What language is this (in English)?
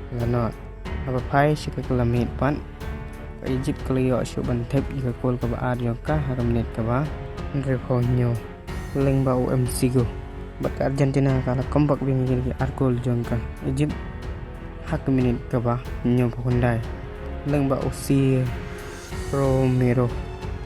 Khasi